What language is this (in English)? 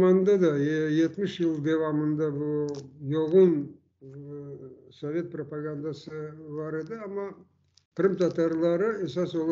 Crimean Tatar